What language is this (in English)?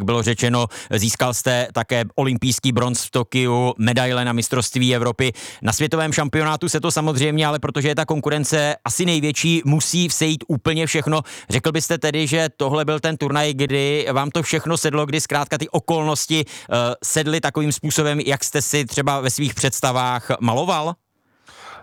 Czech